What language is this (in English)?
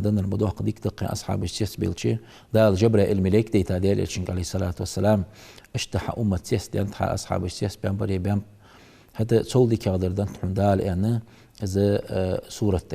Ingush